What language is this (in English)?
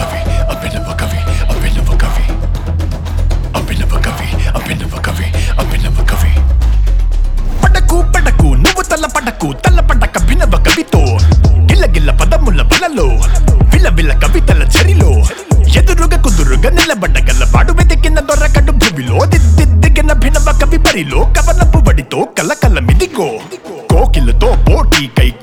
Telugu